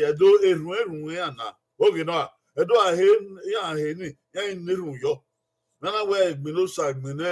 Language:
Bini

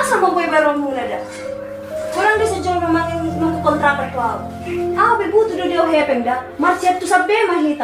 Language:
Batak Toba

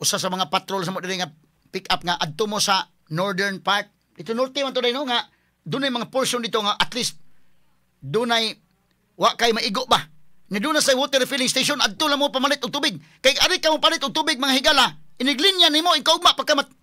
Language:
Cebuano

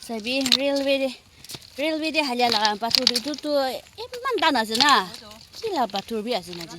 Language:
Naga Pidgin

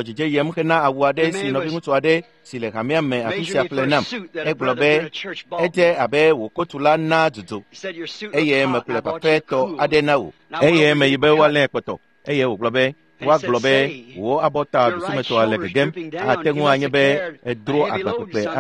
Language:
Ewe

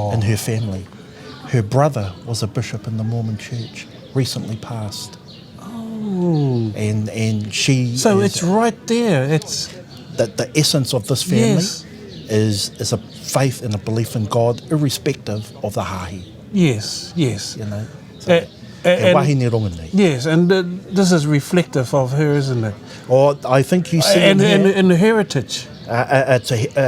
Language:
Māori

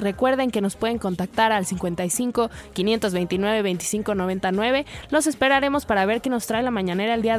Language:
Spanish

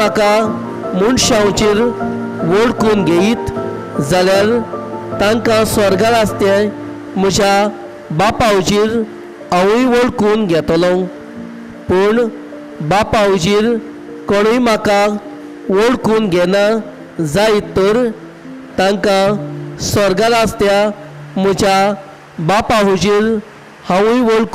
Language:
Konkani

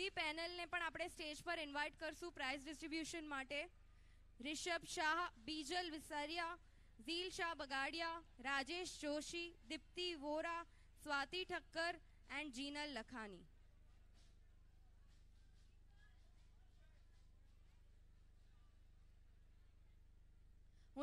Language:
Gujarati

